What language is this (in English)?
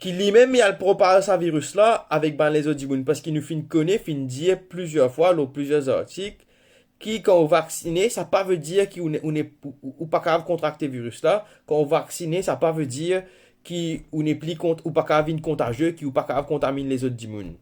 Morisyen